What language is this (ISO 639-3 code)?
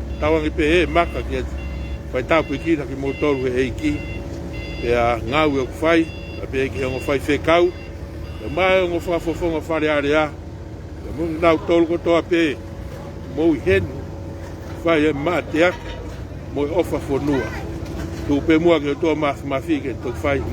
ton